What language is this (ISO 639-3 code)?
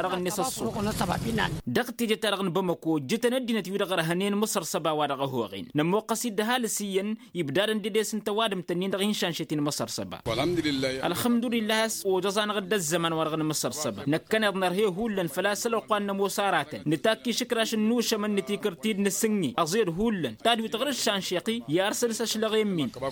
taq